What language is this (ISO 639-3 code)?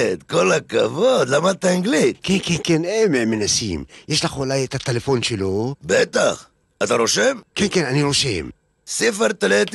heb